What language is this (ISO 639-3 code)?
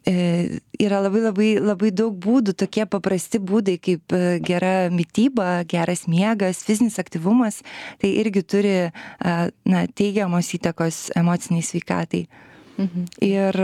lit